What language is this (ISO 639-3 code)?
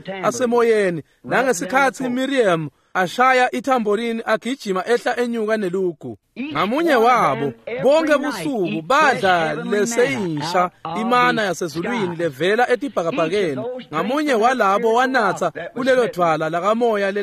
ssw